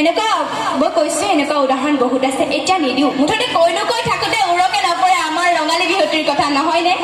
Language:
Assamese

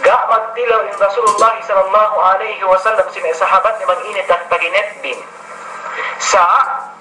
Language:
Yakan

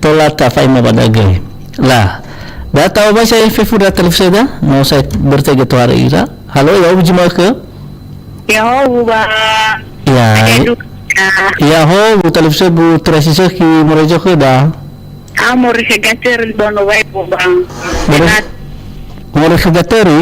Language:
Nias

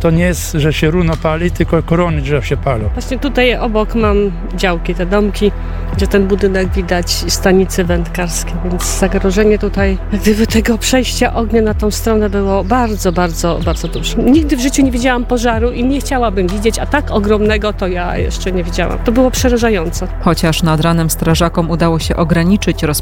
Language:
Polish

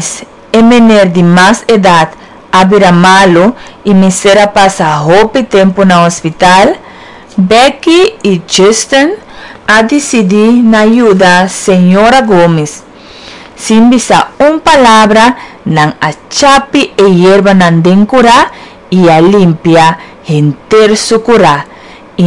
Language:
Papiamento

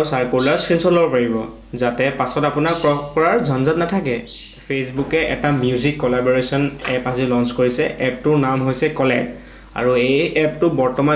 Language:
Assamese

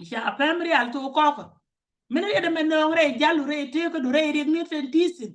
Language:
Nuer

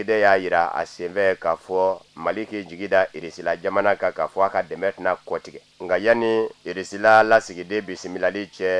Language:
Bambara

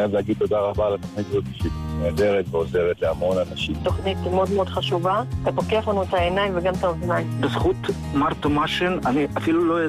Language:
Hebrew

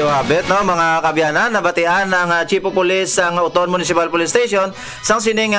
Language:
Hiligaynon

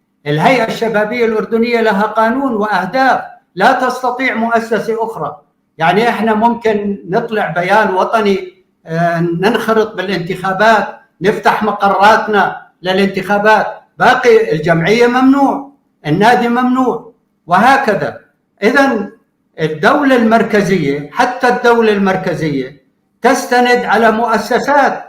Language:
North Levantine Arabic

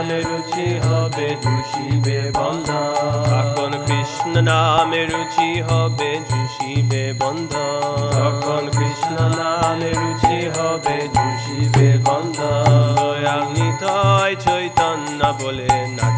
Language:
Bangla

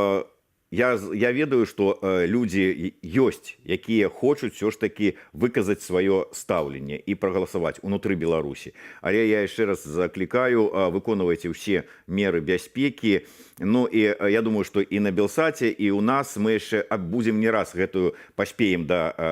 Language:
Belarusian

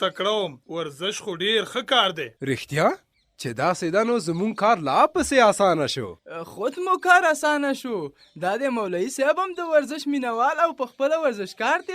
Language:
Pashto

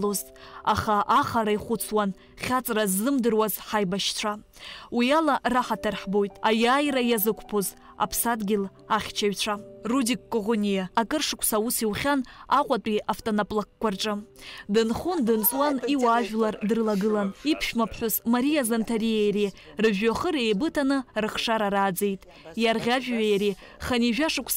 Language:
Abkhazian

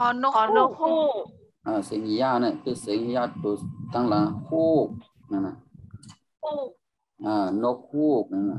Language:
Shan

